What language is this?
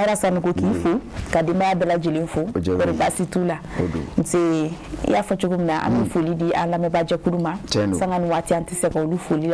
Bambara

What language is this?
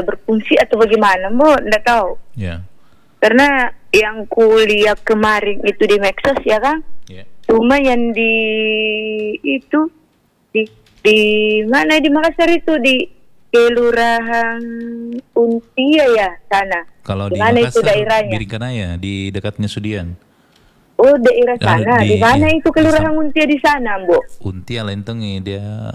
Indonesian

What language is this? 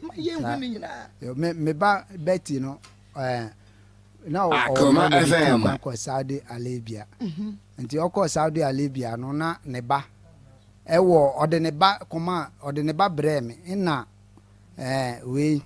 Akan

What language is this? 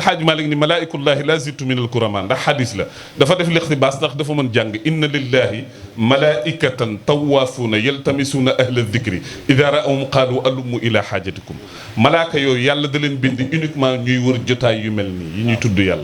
Wolof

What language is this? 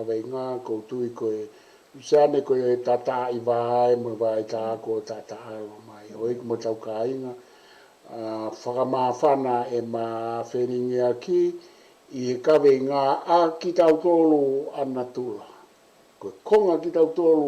Tongan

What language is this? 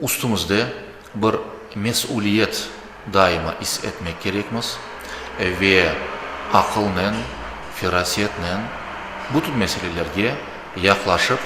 Crimean Tatar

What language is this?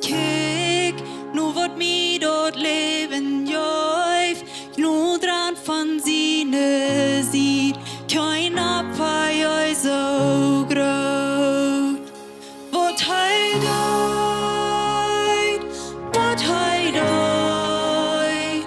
Plautdietsch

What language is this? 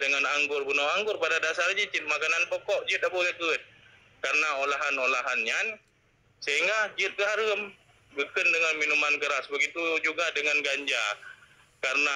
Achinese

